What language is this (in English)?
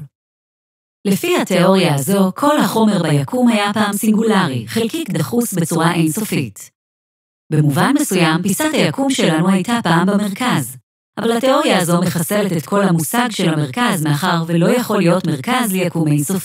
Hebrew